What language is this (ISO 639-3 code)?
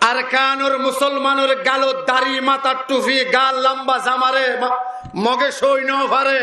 rhg